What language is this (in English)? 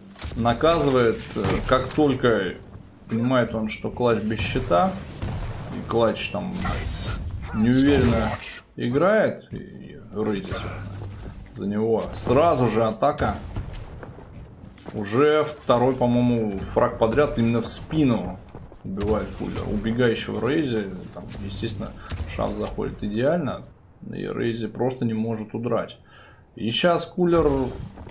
Russian